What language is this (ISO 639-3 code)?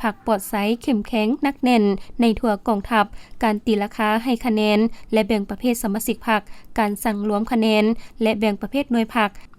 lao